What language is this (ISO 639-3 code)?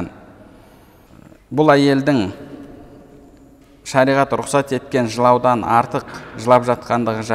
kaz